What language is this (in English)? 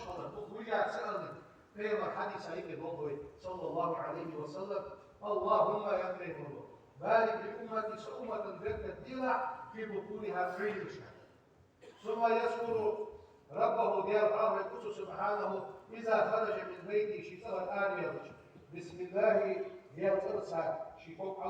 Ingush